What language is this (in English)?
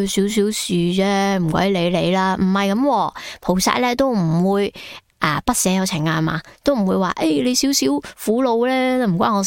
Cantonese